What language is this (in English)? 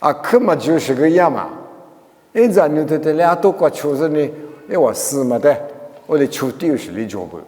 Lisu